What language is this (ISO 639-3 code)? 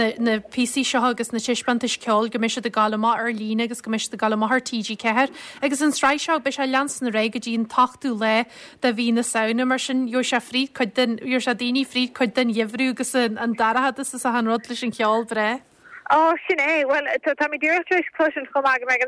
gle